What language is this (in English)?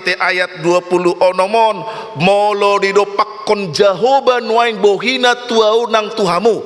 Batak Toba